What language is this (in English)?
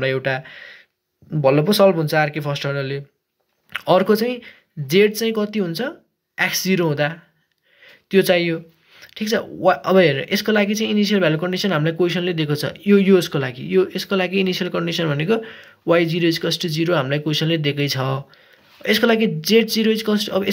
Nepali